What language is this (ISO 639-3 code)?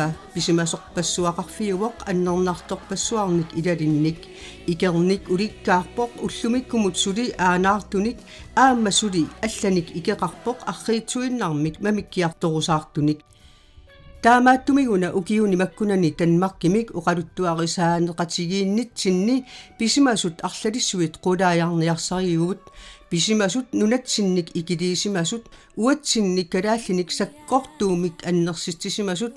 kal